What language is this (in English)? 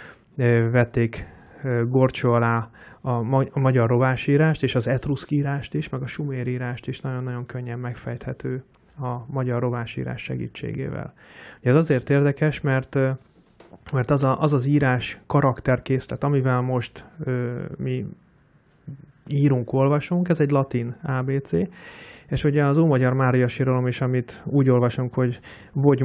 Hungarian